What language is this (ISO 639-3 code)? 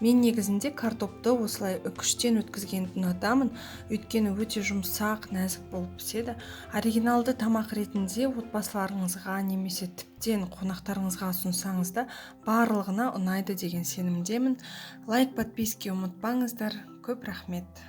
kaz